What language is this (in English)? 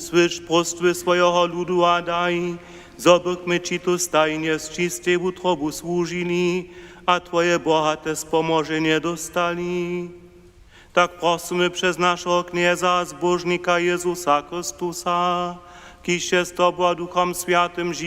Upper Sorbian